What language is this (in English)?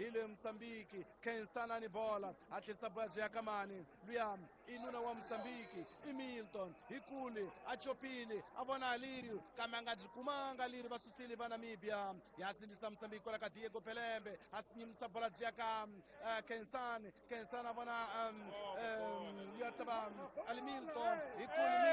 Tsonga